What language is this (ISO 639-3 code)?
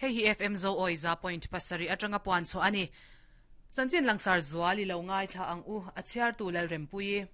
lus